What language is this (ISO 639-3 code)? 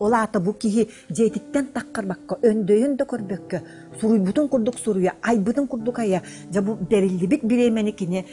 sah